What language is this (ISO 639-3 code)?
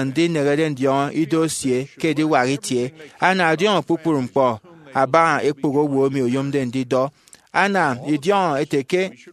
efi